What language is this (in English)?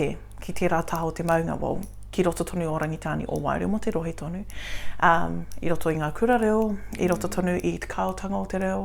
Māori